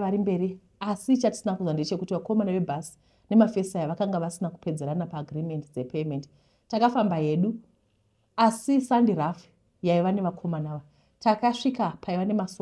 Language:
Shona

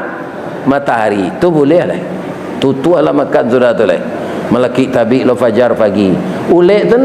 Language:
Minangkabau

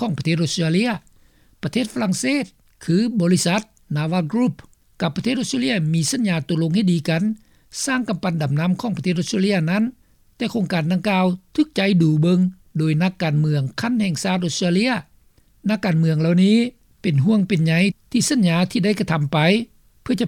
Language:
Lao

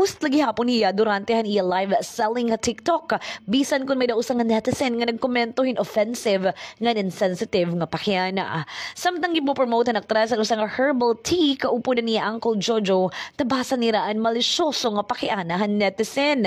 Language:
Waray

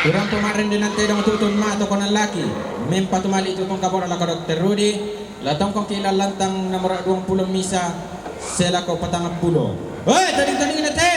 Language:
Toraja-Sa'dan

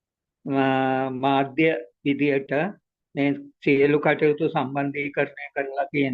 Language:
Sinhala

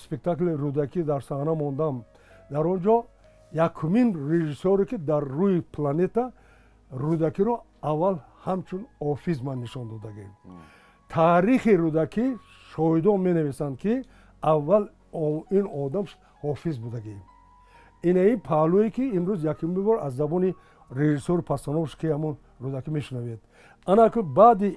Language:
Tajik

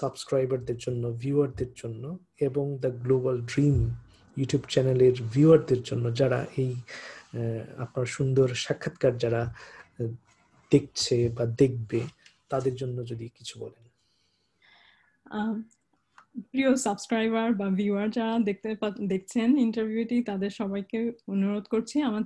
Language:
Bangla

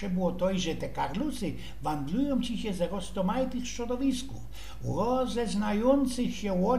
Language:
Silesian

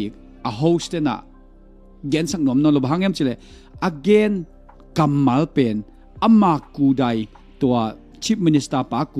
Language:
Tedim Chin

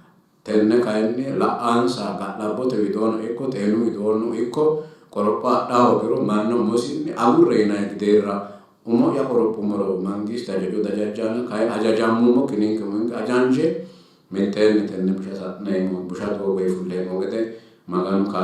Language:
Sidamo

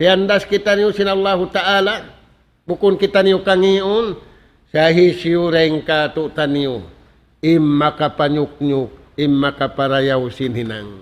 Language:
Tausug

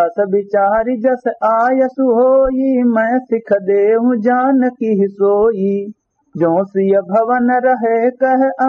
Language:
Awadhi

